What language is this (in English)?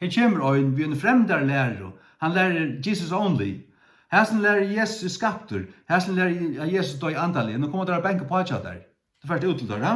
Faroese